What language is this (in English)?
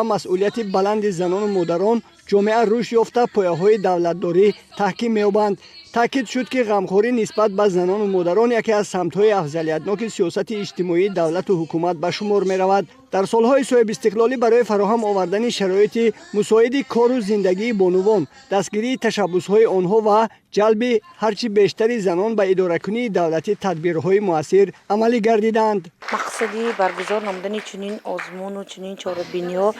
Tajik